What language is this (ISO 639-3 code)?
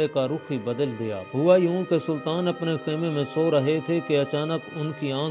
urd